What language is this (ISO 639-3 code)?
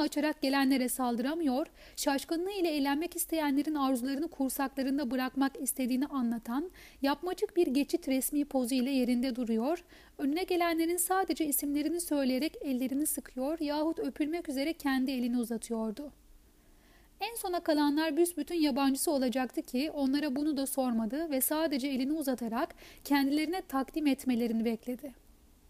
tur